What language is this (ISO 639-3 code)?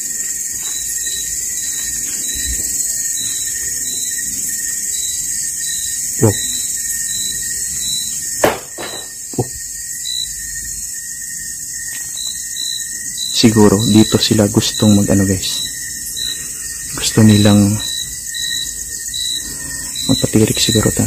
fil